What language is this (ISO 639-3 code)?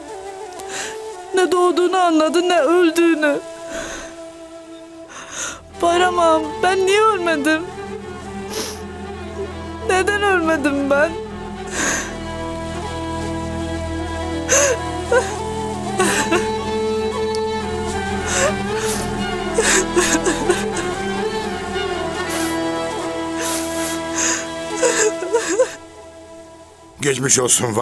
tur